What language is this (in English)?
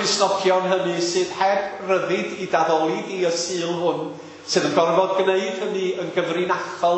Welsh